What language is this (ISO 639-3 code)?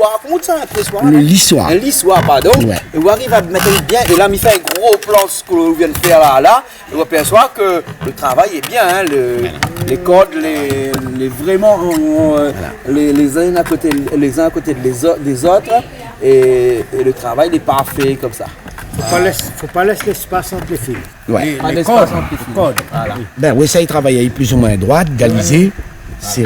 rcf